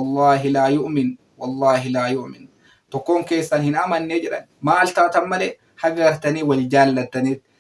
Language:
Oromo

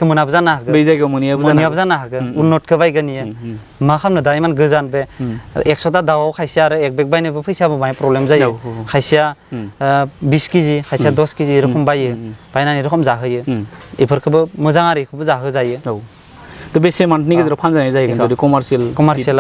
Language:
Bodo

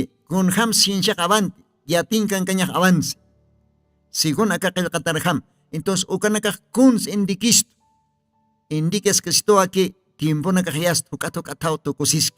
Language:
Aymara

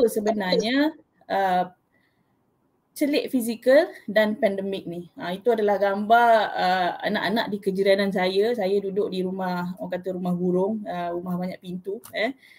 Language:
Malay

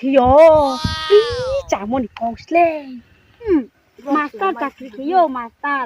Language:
Riang (India)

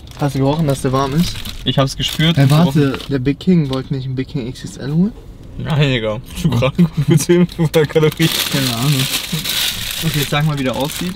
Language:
German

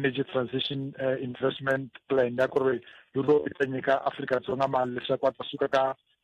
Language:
Tsonga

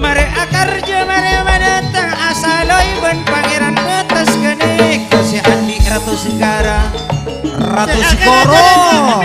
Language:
Madurese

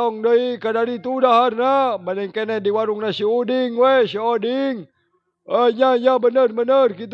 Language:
Sundanese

